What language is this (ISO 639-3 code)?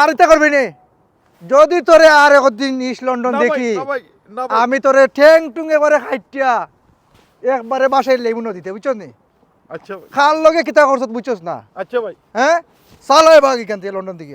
syl